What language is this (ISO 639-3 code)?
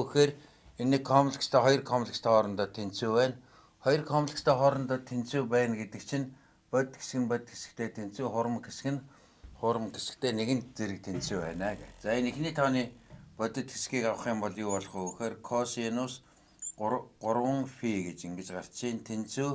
mon